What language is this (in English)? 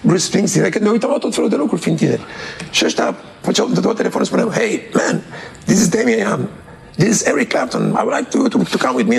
Romanian